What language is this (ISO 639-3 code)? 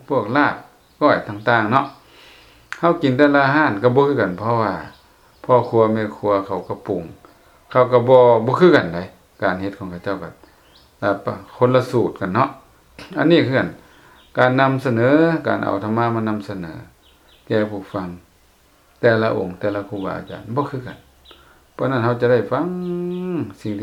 lao